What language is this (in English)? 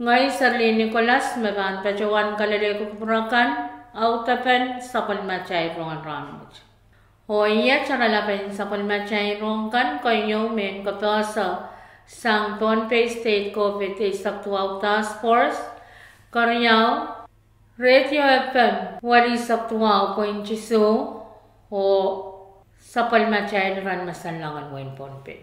Pohnpeian